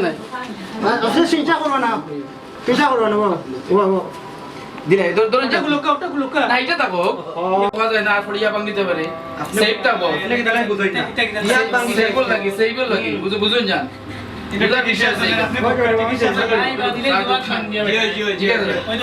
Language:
Sylheti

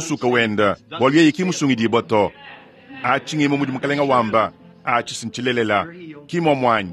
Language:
Luba-Lulua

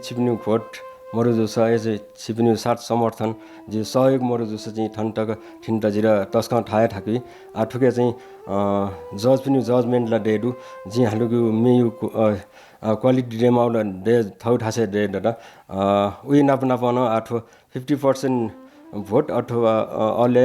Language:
Newari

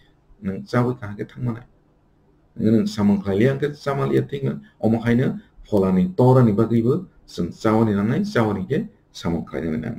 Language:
Kok Borok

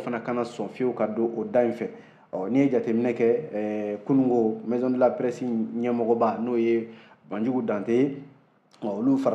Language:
Bambara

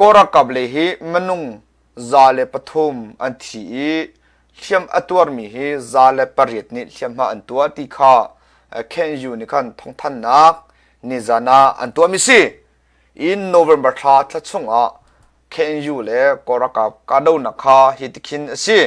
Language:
Hakha Chin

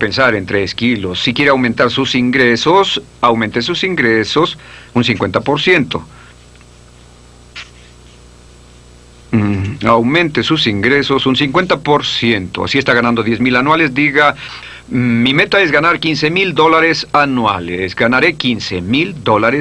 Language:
Spanish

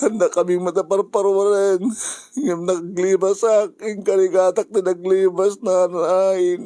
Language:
Iloko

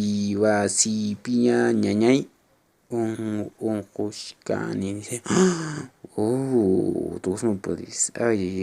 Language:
Quechua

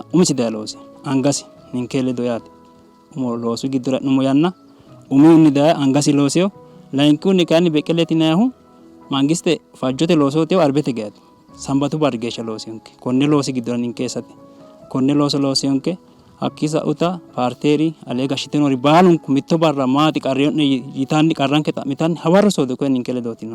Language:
Sidamo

